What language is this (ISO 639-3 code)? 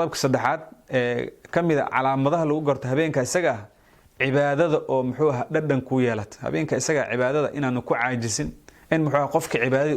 som